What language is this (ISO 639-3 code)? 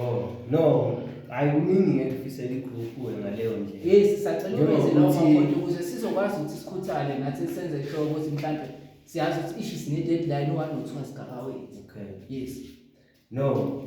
zul